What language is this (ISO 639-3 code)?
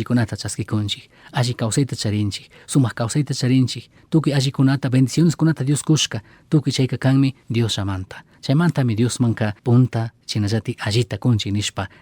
qug